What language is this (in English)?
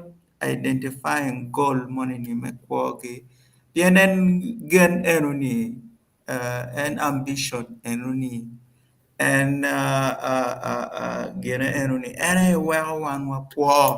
Acoli